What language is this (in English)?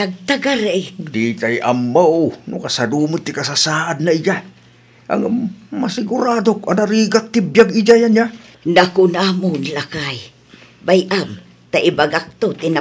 Iloko